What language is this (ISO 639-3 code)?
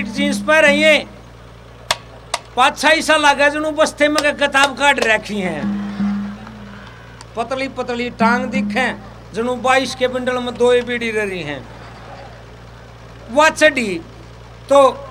bgc